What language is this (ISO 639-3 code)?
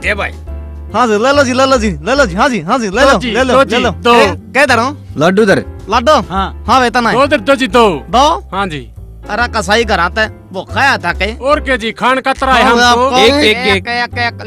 bgc